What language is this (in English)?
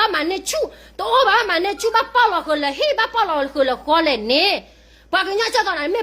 S'gaw Karen